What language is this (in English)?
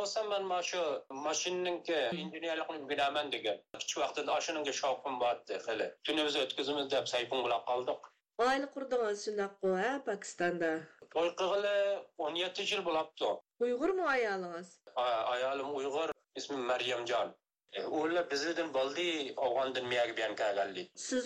Uyghur